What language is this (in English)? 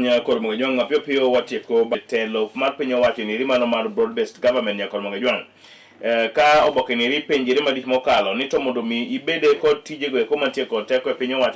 Luo (Kenya and Tanzania)